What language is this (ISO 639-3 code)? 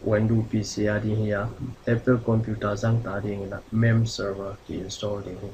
ctd